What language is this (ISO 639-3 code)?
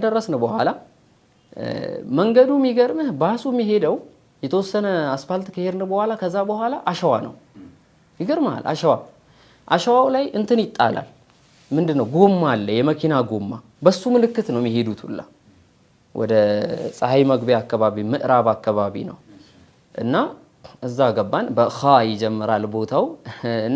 amh